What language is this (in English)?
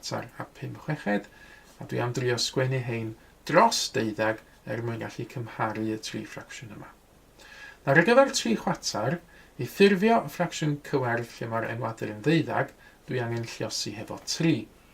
Welsh